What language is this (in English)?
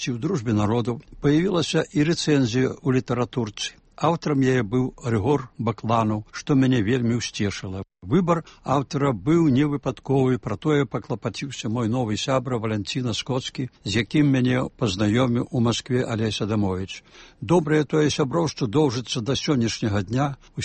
Belarusian